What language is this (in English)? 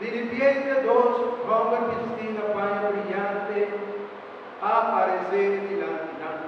Papiamento